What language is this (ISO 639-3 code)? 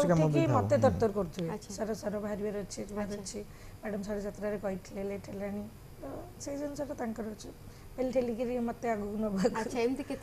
ori